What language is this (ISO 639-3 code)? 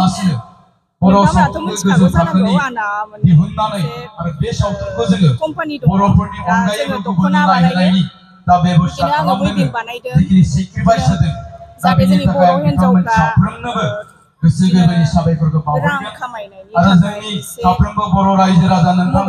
brx